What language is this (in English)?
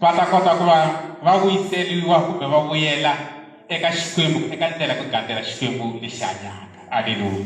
Tsonga